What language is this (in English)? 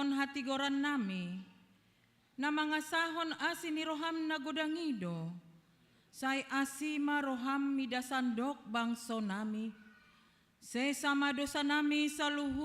Batak Toba